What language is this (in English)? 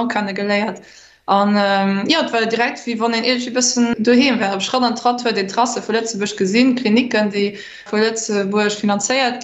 Luxembourgish